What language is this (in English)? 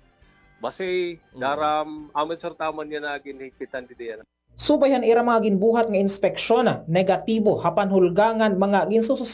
Waray